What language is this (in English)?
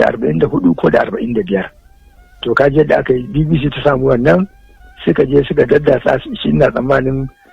Hausa